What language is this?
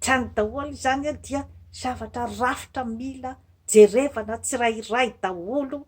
Malagasy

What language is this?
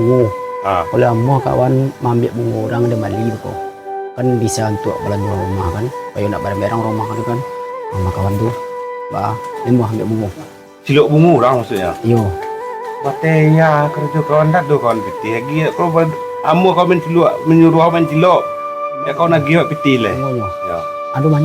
Minangkabau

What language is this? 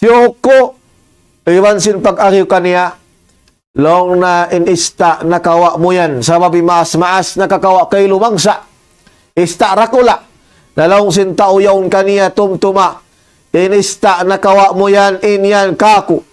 Tausug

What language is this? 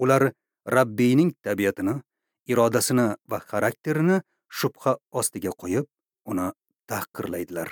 Uzbek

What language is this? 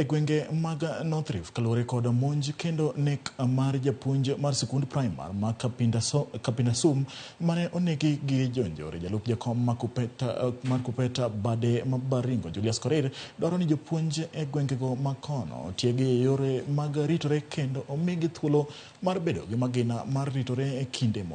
Luo (Kenya and Tanzania)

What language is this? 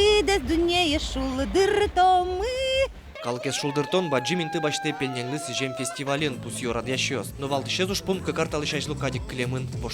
Udmurt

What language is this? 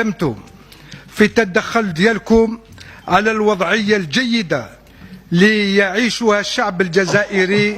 Algerian Arabic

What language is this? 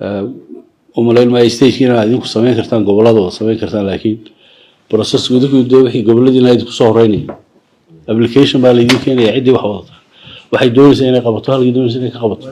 Somali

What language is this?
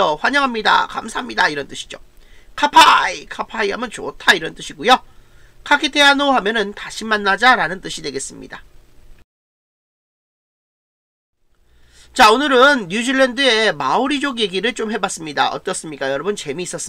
Korean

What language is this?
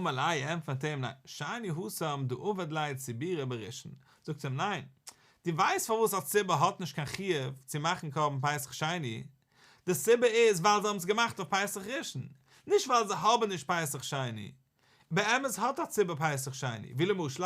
Yiddish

